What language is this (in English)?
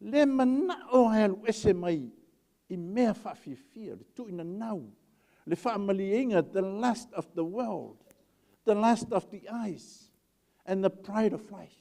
Samoan